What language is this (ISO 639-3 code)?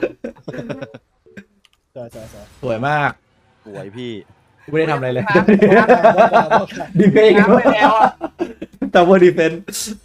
tha